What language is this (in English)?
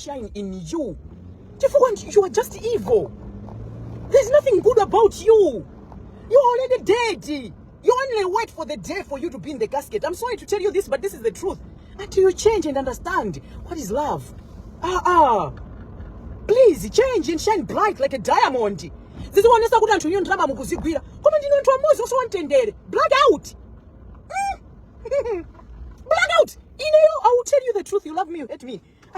Nyanja